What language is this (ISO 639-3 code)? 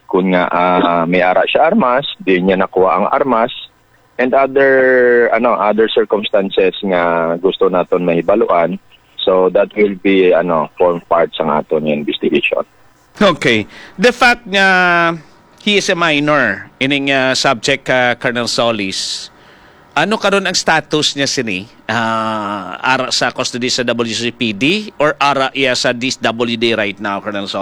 hil